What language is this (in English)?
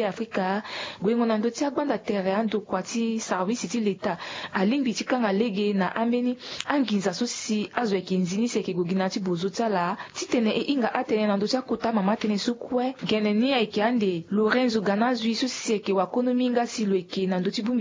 Sango